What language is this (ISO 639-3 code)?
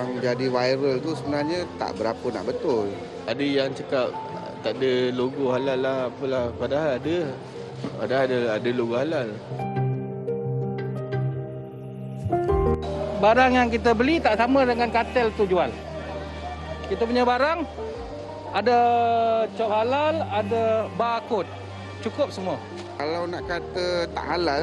msa